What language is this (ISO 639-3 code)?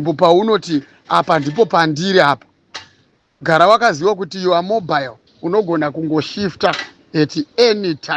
sna